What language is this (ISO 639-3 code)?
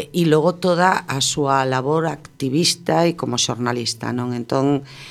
glg